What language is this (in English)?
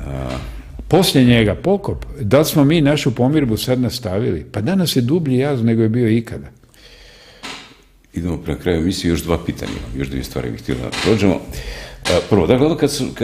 Croatian